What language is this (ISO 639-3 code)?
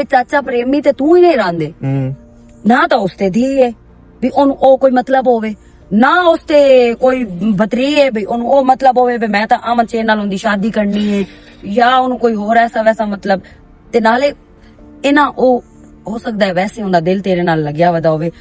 lah